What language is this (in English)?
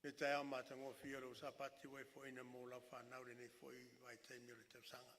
Samoan